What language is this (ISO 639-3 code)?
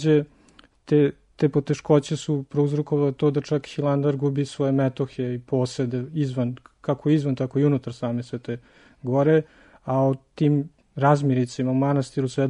srp